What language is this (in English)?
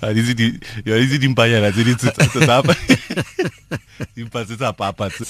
Tswana